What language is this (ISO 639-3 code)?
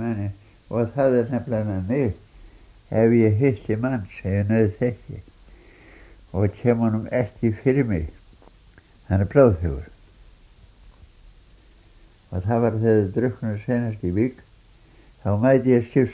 isl